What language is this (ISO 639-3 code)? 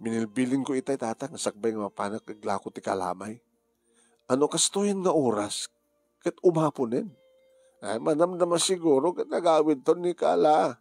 ilo